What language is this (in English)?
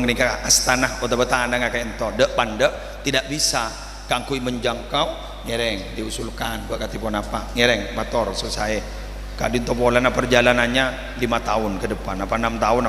Madurese